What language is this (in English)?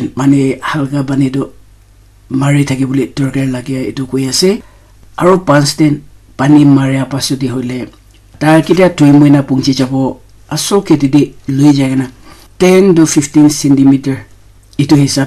Naga Pidgin